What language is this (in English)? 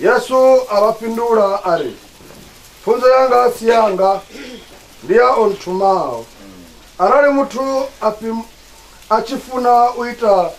Venda